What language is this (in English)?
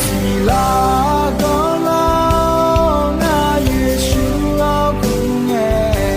Akha